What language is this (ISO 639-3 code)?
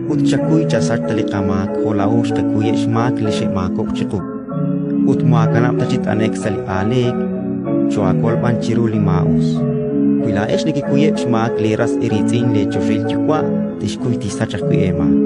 kek